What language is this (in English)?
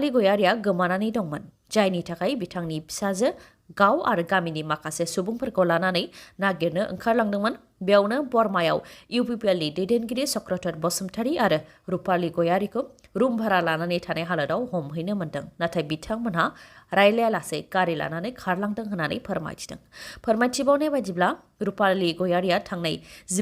Bodo